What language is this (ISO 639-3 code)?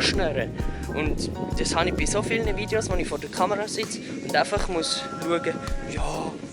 gsw